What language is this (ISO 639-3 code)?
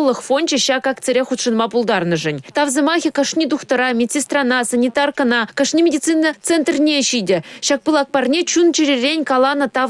chv